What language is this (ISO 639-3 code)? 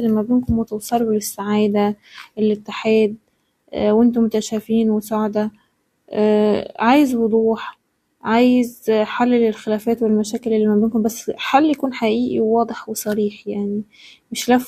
arz